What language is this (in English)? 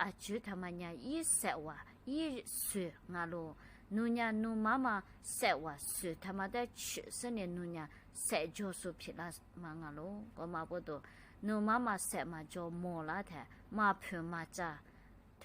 Lisu